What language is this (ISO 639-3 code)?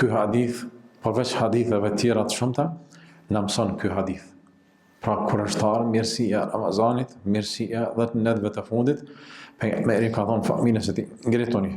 sqi